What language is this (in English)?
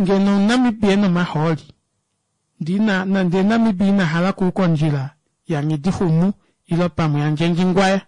Kuanyama